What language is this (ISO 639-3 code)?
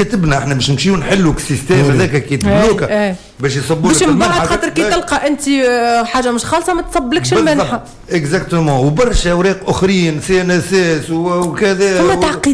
aeb